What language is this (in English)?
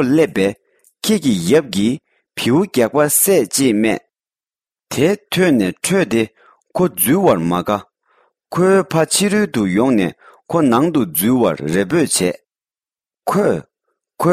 Tibetan